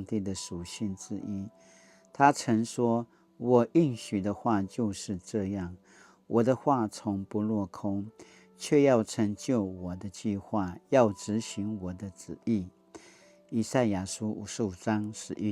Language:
Paiwan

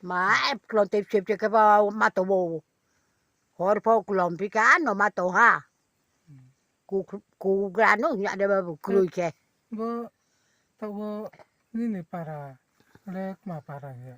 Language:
Riang (India)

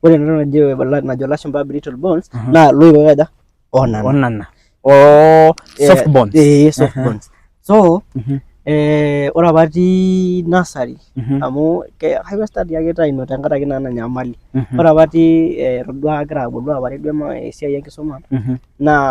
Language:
Masai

